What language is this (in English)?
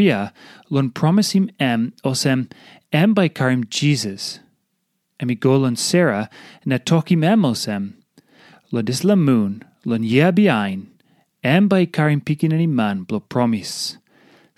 Tok Pisin